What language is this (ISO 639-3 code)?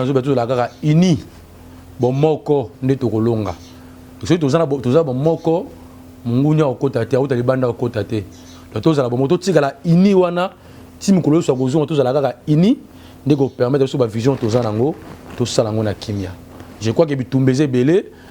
lin